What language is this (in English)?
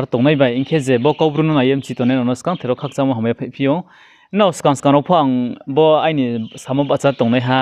Riang (India)